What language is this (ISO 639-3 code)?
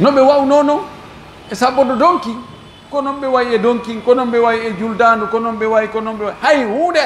fuf